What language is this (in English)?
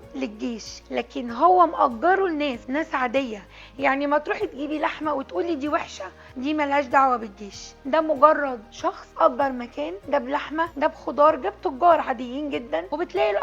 Egyptian Arabic